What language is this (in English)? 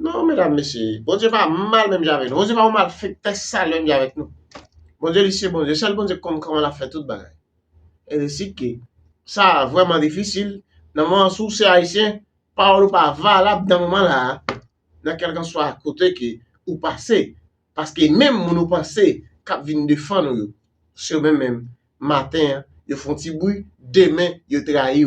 Haitian Creole